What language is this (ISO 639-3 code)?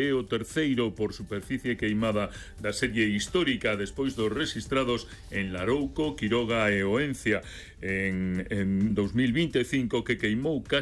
glg